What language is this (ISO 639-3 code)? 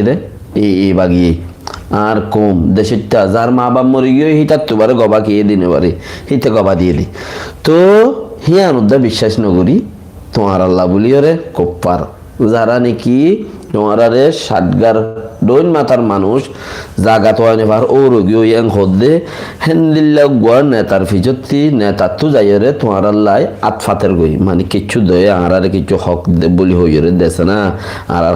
rhg